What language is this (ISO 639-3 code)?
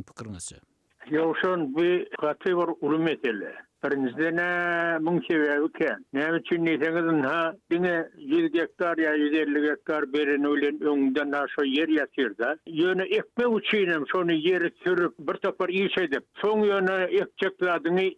tuk